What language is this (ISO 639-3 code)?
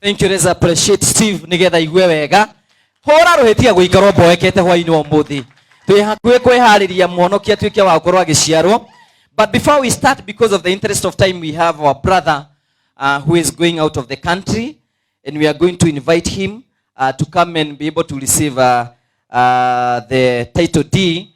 kik